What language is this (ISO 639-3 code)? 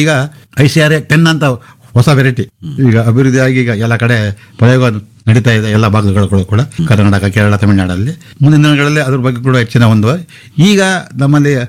kan